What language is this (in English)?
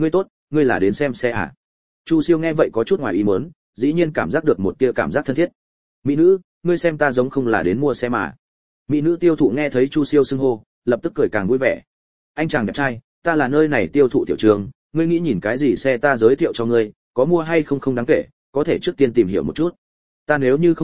Vietnamese